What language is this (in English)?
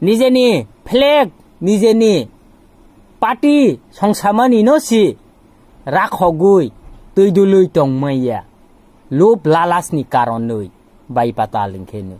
Kok Borok